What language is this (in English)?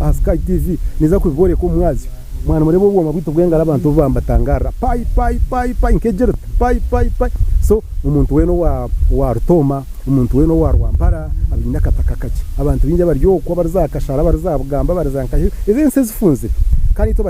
Nyankole